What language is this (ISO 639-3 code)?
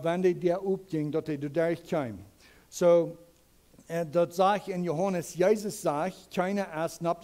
pdt